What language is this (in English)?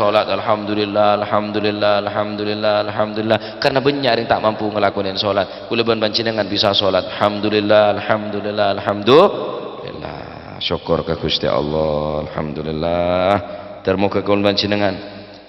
Madurese